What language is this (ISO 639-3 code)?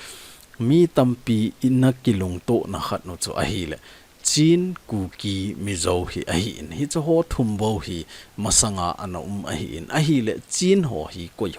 tcz